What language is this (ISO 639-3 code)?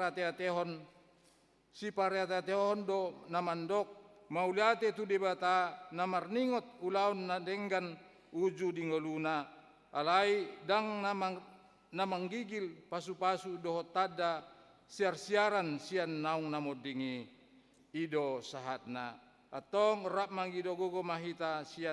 bbc